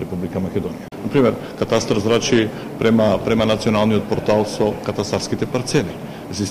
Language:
Macedonian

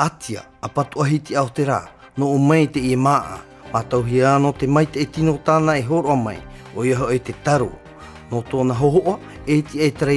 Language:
Tahitian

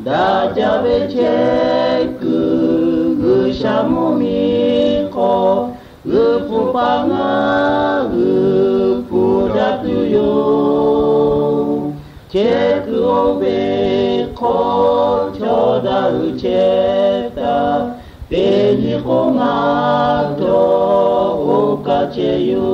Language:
Lahu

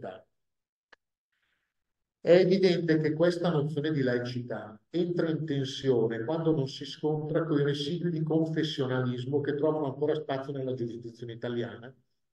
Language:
Italian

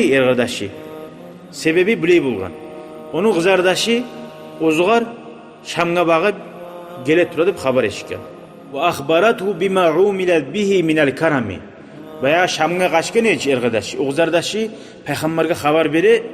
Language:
Kumyk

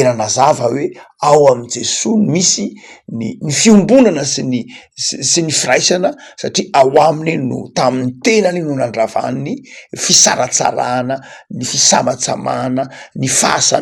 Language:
Malagasy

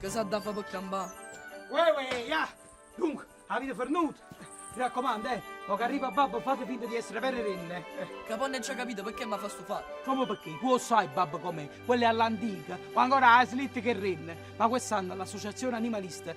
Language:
Neapolitan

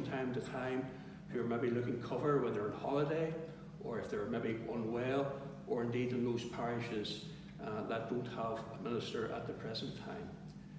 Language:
English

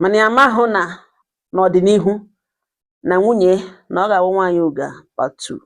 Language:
Igbo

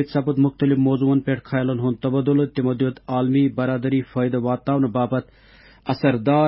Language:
Kashmiri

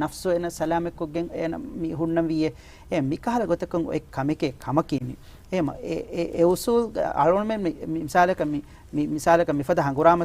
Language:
Divehi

